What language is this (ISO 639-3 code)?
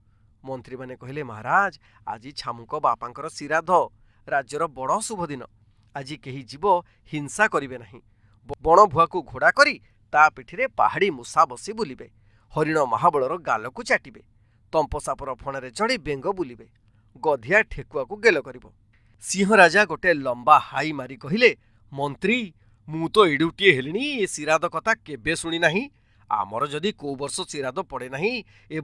ori